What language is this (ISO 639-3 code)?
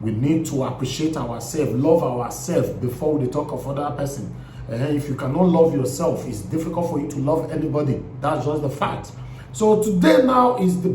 pcm